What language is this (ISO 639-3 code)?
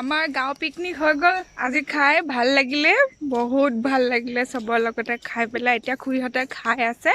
asm